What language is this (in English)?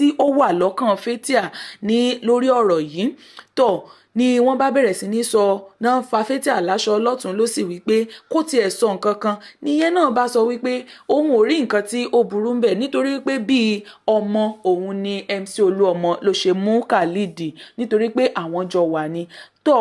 Yoruba